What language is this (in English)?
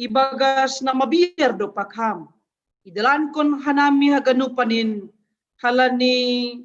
Batak Simalungun